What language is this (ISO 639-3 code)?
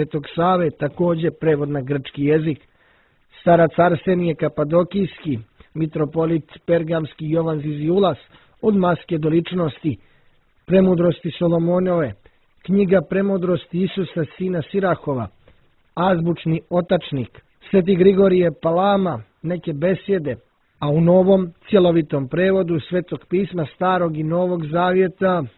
srp